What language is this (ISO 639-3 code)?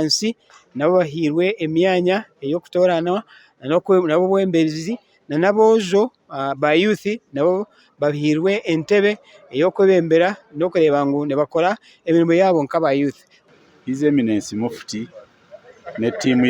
nyn